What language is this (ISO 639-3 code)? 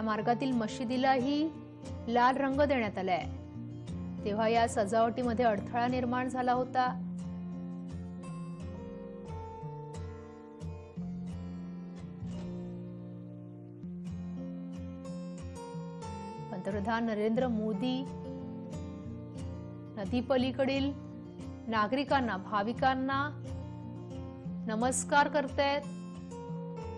mar